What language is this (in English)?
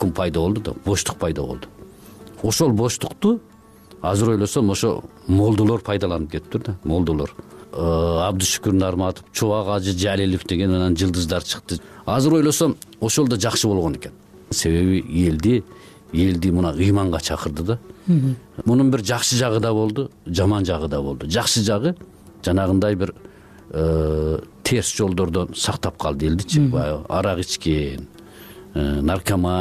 Kyrgyz